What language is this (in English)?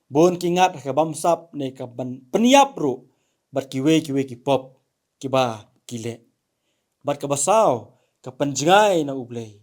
Khasi